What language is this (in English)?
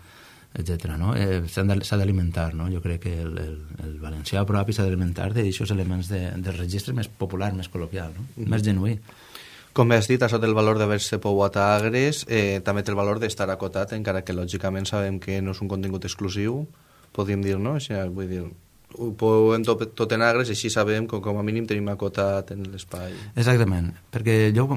Catalan